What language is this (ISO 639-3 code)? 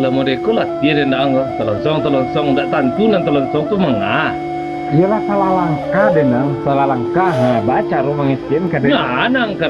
min